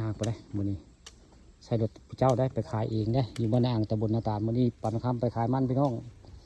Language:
Northeastern Thai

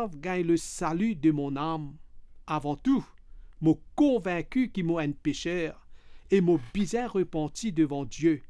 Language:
Morisyen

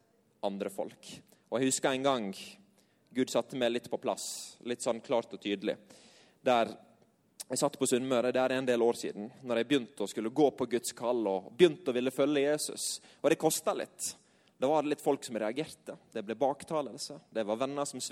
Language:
Norwegian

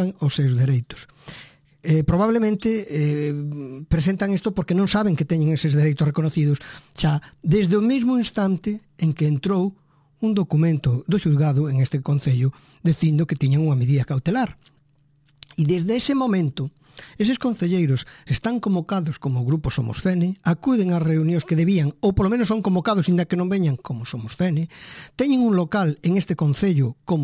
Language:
Galician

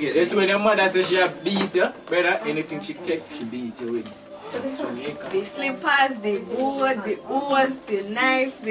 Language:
Jamaican Creole English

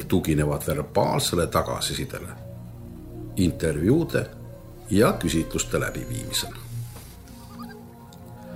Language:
Estonian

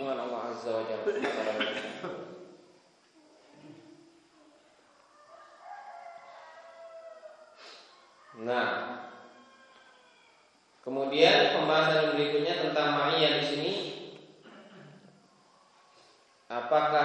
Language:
Indonesian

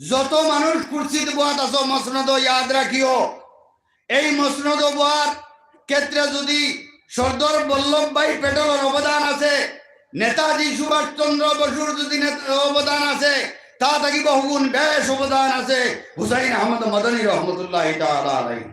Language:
Sylheti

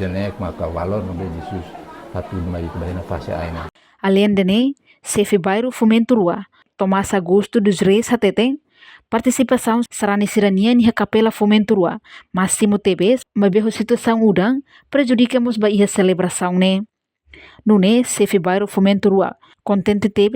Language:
Tetum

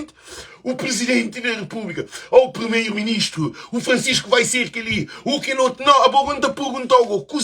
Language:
Kabuverdianu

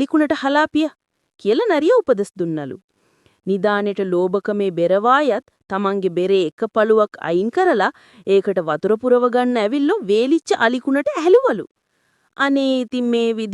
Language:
Sinhala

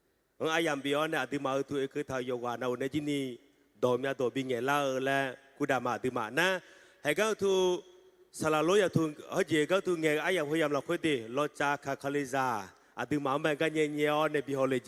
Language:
Akha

